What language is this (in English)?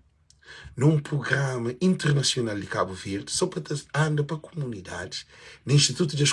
Kabuverdianu